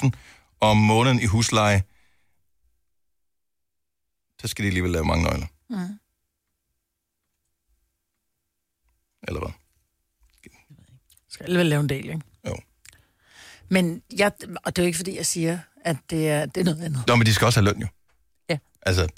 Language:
Danish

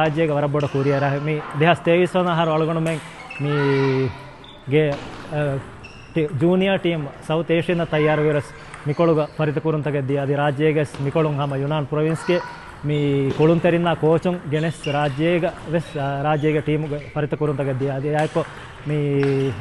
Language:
Divehi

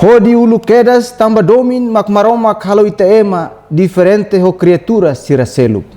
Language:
Tetum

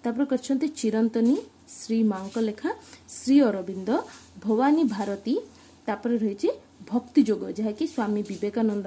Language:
Odia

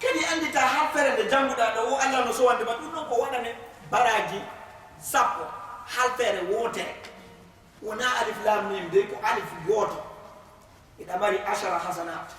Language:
Fula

